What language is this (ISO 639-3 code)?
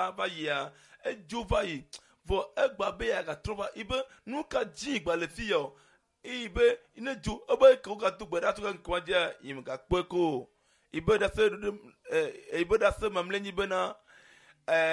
ewe